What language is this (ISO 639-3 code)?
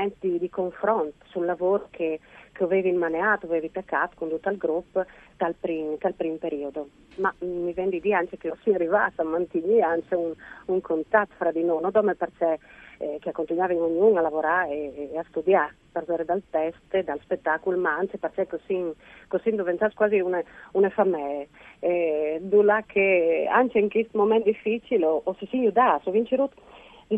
fur